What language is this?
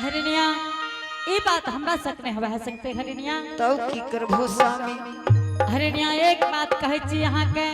Angika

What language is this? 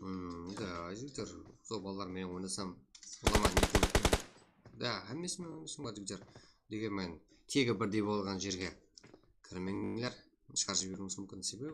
Kara-Kalpak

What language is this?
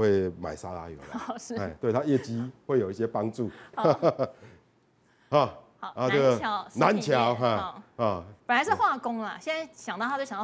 Chinese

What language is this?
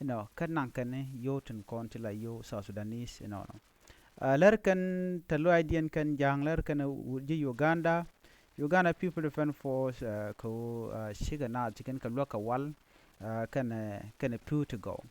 Nuer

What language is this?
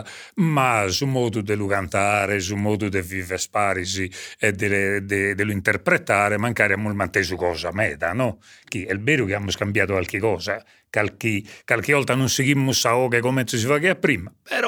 Sardinian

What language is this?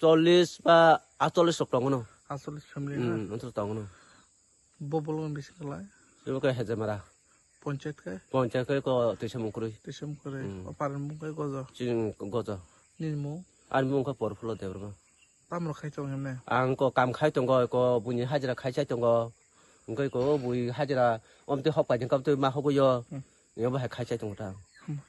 Kok Borok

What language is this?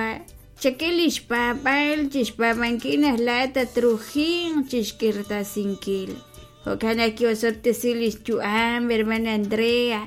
Kekchí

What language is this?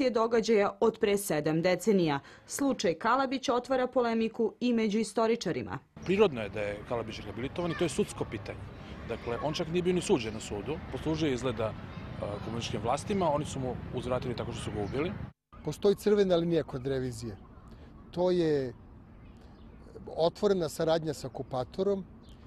Serbian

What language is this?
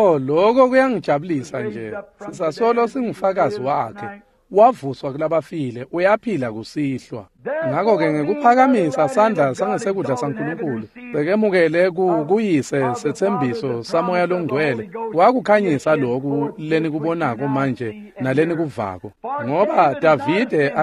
Swati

